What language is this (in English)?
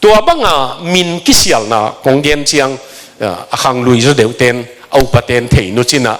Tedim Chin